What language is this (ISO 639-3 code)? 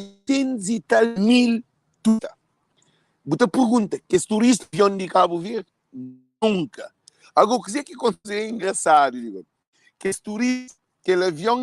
kea